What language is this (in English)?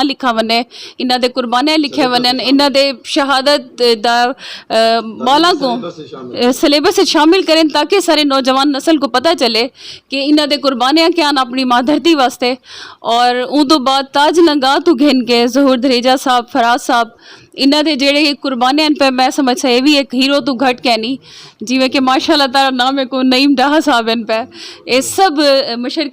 Saraiki